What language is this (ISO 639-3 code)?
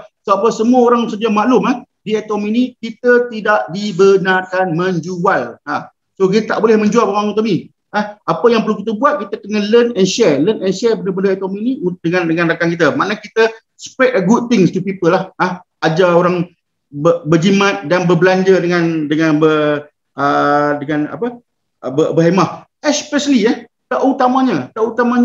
msa